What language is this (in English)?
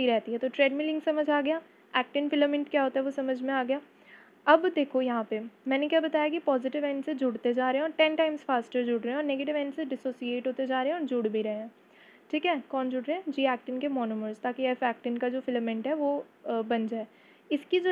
Hindi